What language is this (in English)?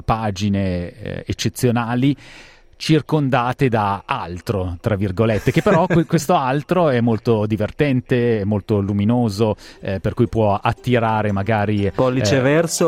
Italian